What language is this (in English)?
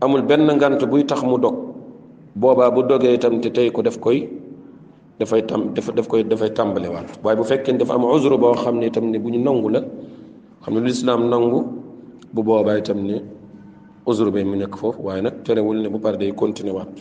Wolof